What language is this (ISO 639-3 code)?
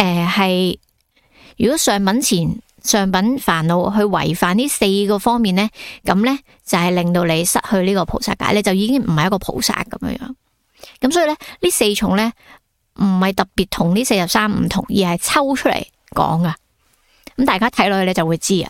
yue